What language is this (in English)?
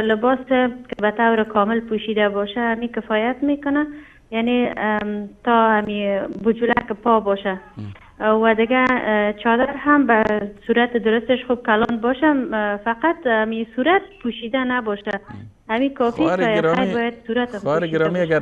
Persian